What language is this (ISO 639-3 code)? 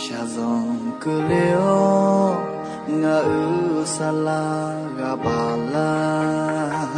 ahk